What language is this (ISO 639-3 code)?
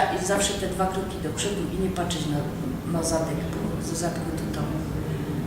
szl